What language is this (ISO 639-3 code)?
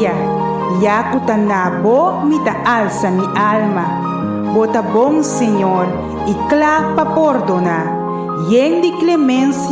pap